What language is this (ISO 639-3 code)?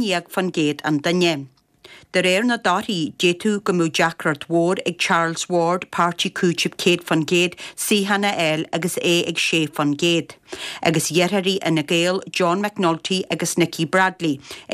gle